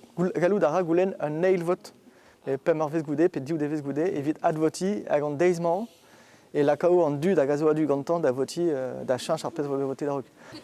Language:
Breton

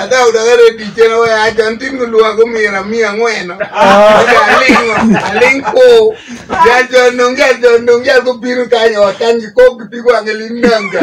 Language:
Acoli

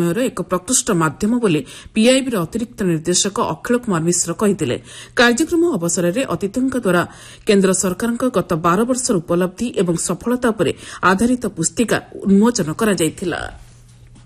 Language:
Odia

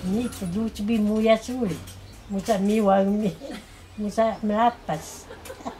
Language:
Taroko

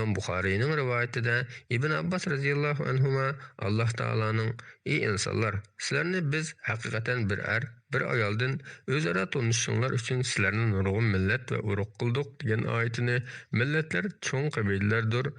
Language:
Uyghur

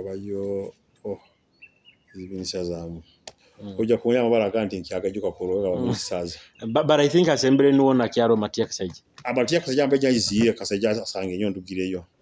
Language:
Nyoro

